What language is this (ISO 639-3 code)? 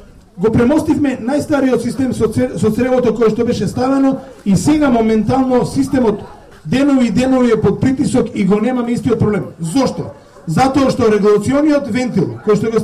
mkd